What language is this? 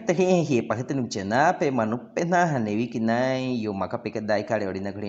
Baniwa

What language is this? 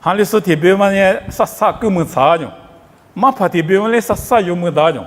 Lisu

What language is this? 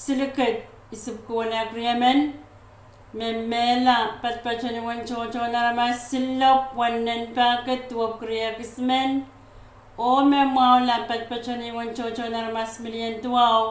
Pohnpeian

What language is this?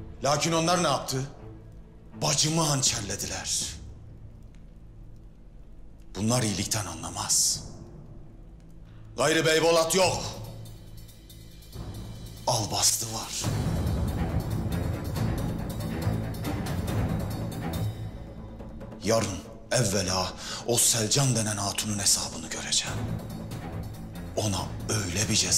Turkish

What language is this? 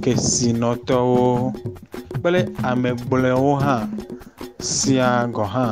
Ewe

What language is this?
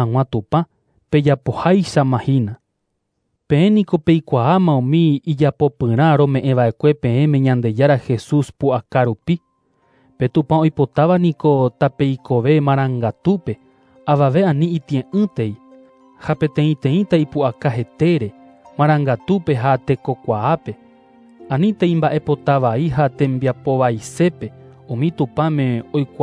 Guarani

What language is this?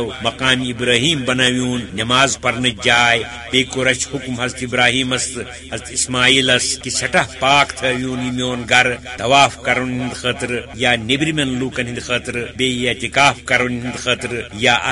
Kashmiri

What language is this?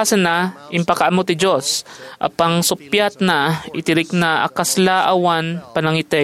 Iloko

